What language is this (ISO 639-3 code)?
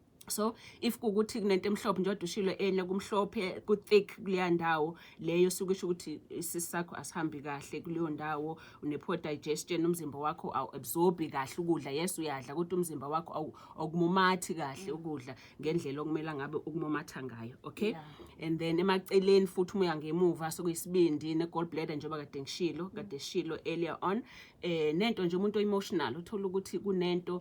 zul